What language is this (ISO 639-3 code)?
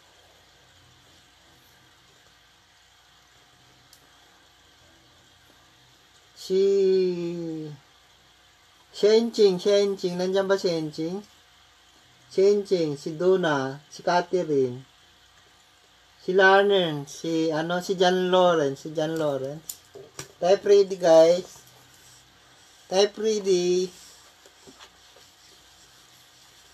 fil